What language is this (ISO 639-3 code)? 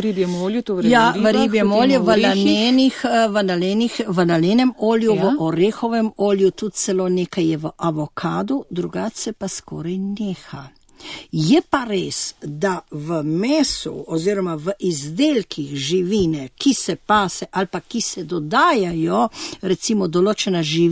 slv